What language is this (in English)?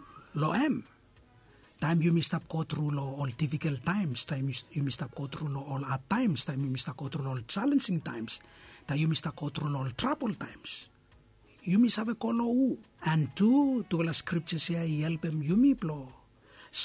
Bislama